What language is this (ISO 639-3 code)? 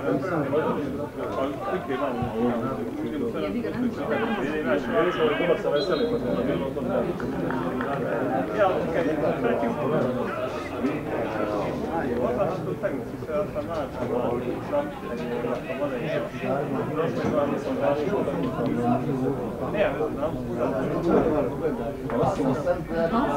hrv